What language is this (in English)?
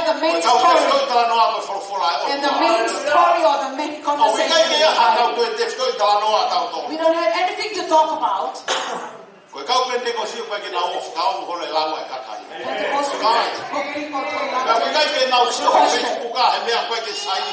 Tongan